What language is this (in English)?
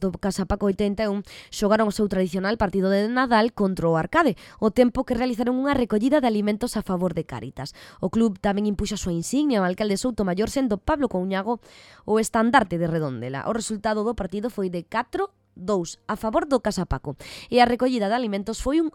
Galician